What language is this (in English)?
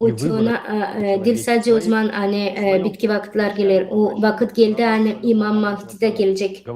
Gagauz